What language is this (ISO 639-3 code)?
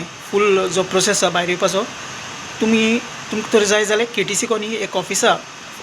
kok